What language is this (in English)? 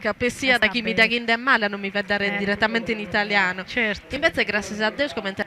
Sardinian